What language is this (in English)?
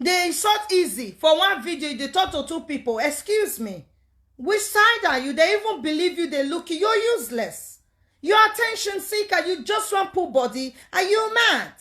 Nigerian Pidgin